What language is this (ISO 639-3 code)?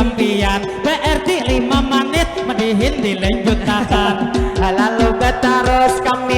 bjn